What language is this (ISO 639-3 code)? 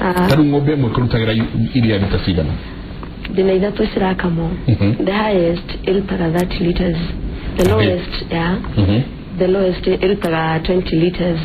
kik